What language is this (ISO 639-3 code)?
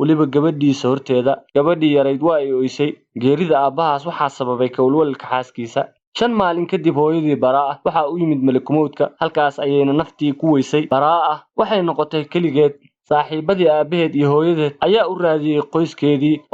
som